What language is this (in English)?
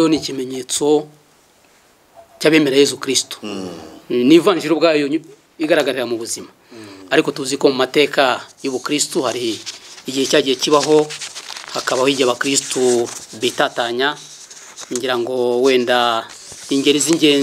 Kinyarwanda